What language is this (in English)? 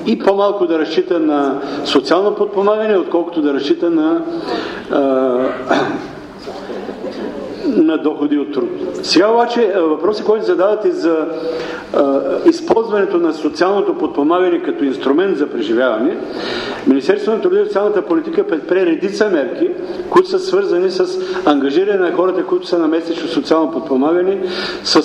Bulgarian